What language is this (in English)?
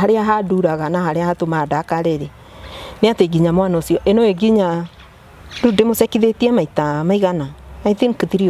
Kikuyu